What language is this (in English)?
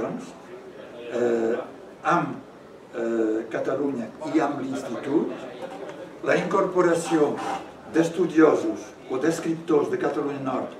Catalan